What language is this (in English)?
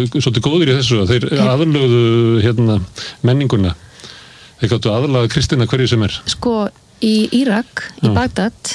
Icelandic